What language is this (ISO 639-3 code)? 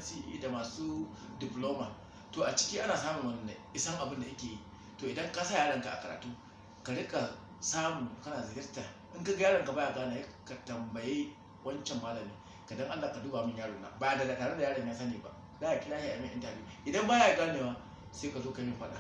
hau